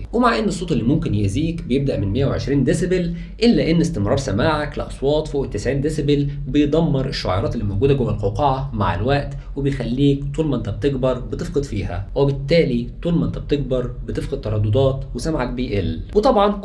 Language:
Egyptian Arabic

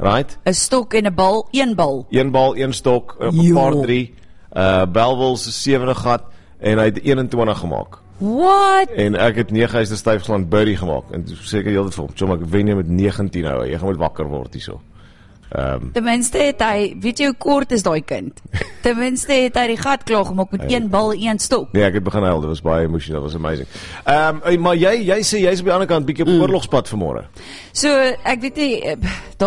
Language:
Afrikaans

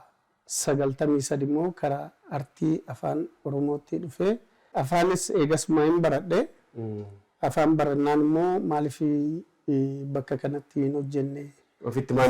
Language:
Oromo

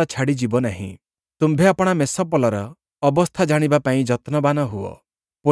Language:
Odia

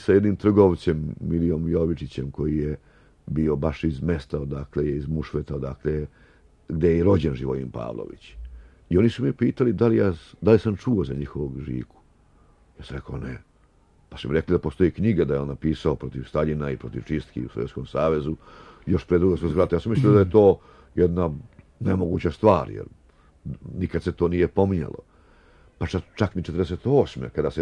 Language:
Serbian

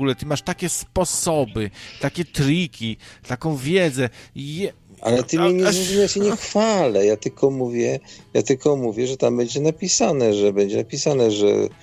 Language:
Polish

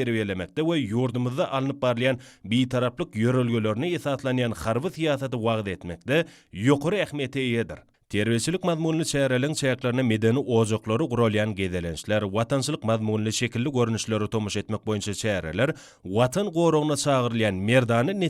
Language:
Turkmen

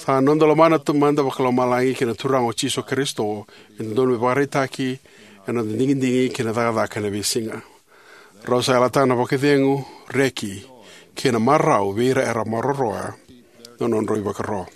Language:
Fijian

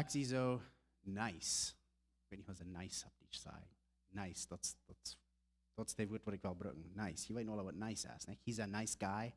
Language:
Plautdietsch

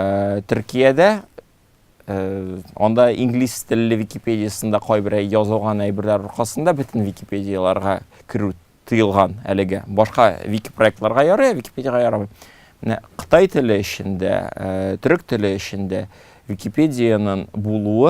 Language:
Tatar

